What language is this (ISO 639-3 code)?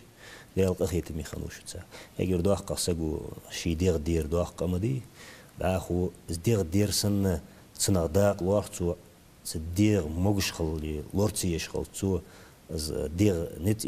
inh